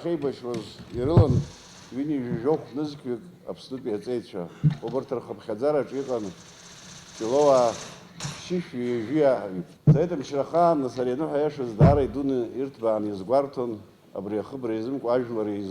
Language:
Abkhazian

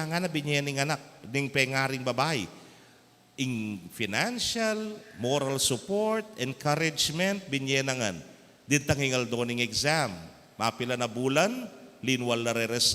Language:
Pampanga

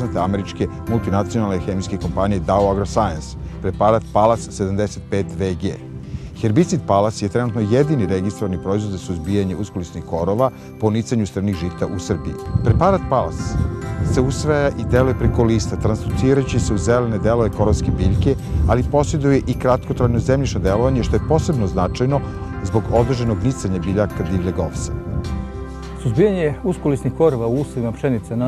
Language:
Serbian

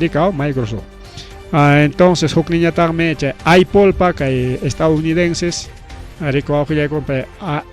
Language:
Ayacucho Quechua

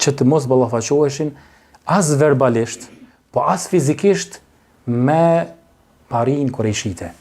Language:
Albanian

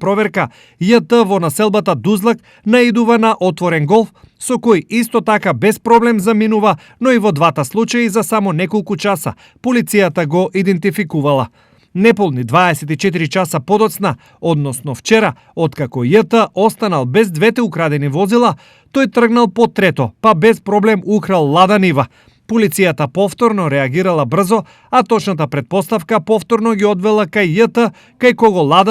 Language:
Macedonian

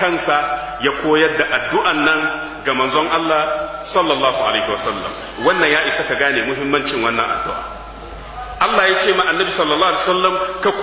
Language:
Hausa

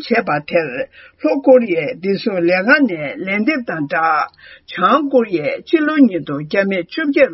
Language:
Tibetan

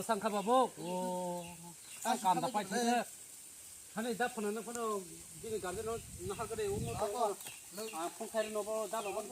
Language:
Kok Borok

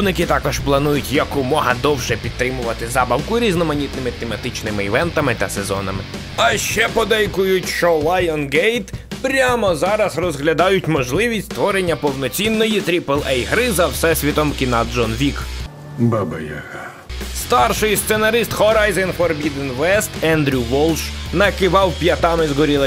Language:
Ukrainian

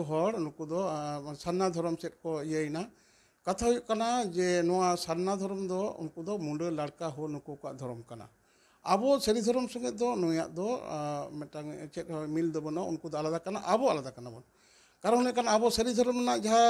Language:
Santali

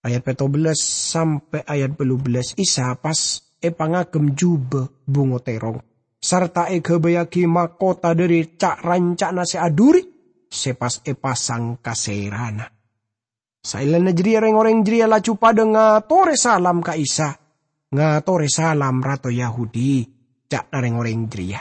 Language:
Madurese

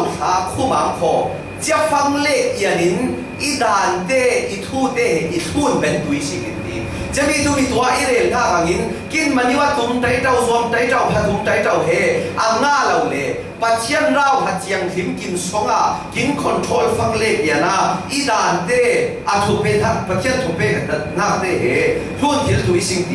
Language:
Falam Chin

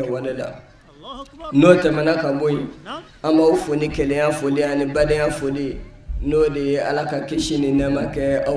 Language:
Bambara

